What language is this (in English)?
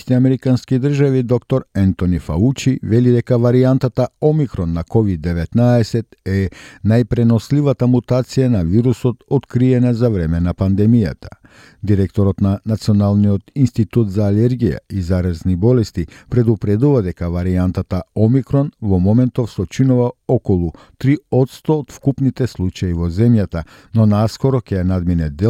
Macedonian